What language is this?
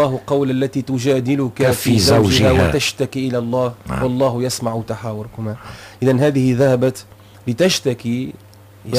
Tunisian Arabic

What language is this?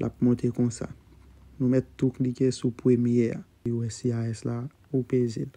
Haitian Creole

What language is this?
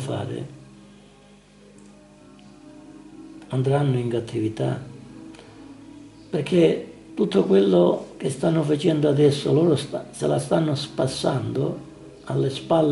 Italian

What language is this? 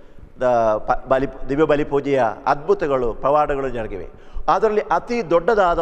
Kannada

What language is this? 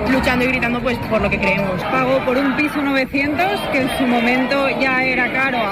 Spanish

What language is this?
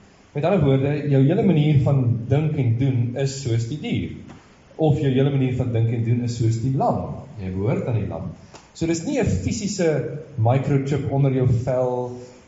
Afrikaans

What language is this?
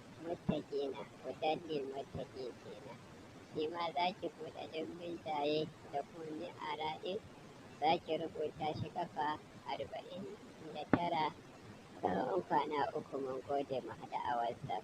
Hausa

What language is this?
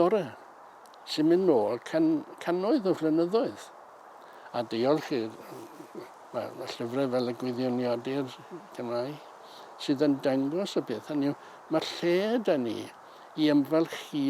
Welsh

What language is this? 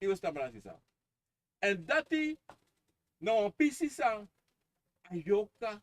Sranan Tongo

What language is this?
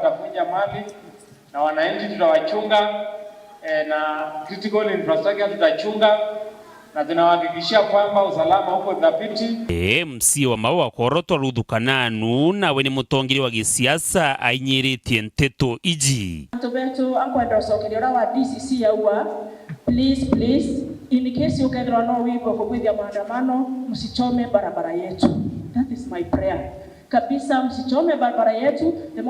Meru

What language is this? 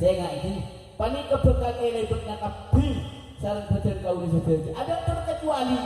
Madurese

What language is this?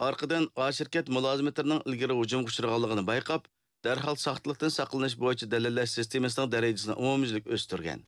Uyghur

